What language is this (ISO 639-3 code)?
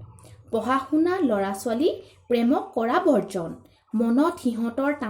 asm